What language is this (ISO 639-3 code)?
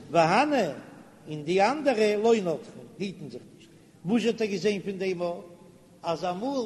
yid